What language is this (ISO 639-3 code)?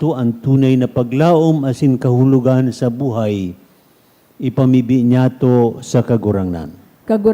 bik